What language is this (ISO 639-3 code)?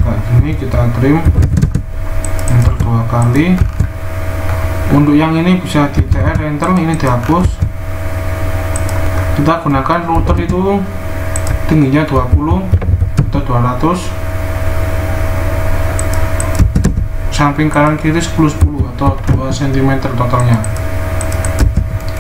ind